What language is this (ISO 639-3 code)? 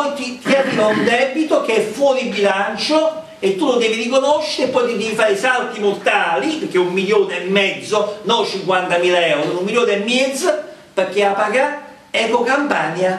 ita